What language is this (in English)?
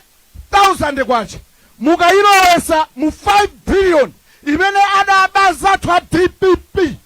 Nyanja